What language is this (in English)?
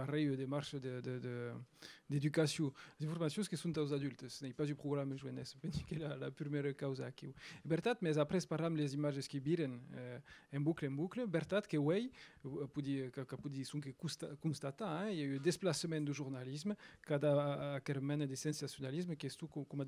Occitan